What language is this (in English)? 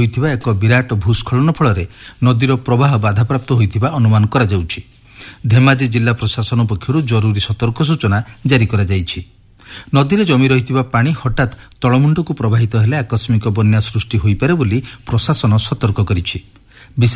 Odia